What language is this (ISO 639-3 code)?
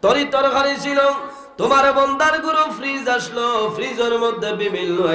syl